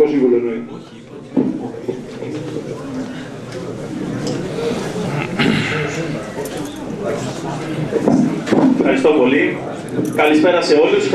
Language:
Greek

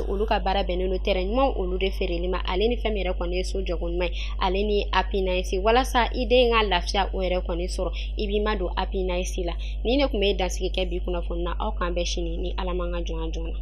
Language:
Bambara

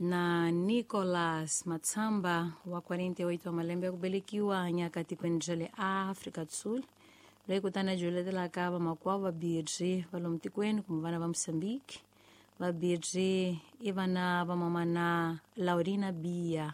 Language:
Tsonga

